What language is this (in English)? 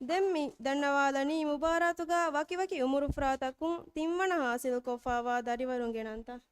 Divehi